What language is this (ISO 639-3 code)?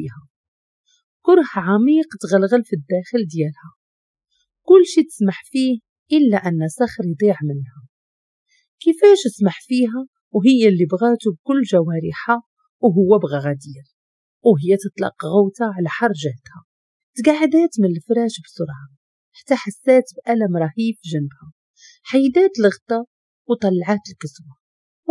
ary